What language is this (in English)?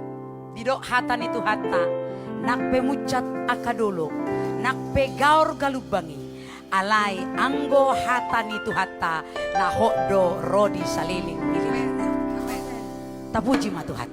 Batak Toba